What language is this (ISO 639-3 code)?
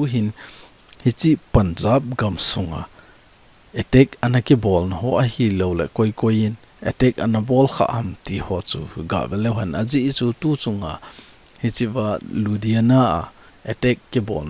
tcz